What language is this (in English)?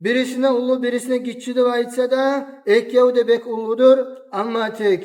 Kumyk